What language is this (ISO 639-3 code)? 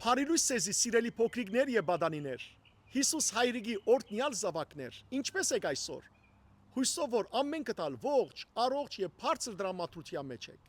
hyw